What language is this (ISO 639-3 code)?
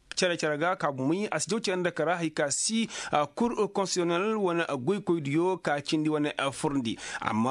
ses